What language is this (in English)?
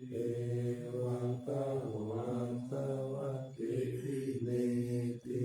Pali